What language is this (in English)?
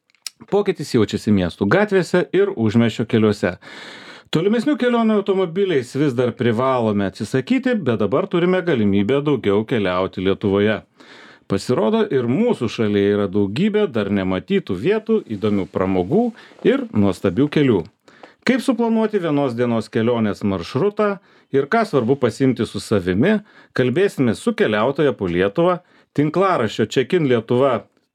Lithuanian